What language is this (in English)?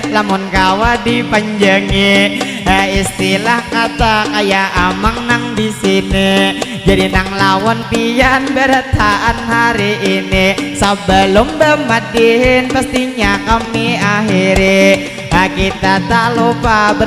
Banjar